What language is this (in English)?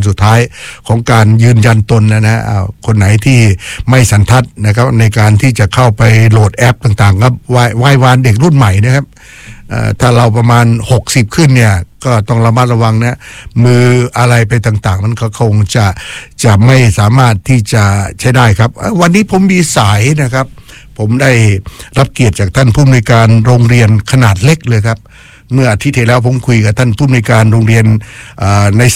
Thai